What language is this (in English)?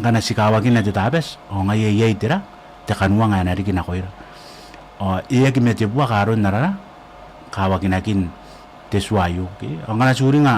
Gilbertese